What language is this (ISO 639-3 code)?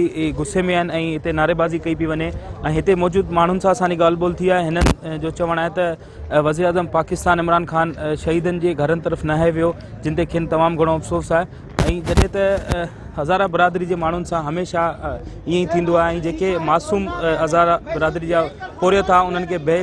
snd